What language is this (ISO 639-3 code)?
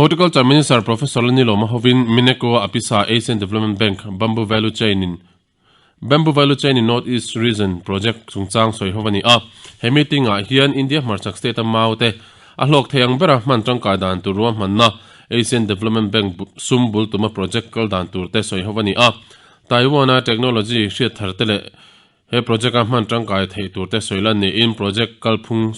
lus